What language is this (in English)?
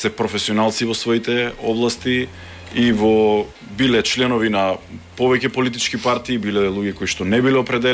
Macedonian